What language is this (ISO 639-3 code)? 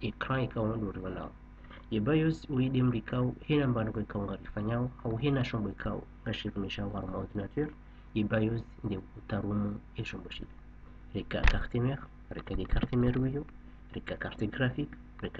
zdj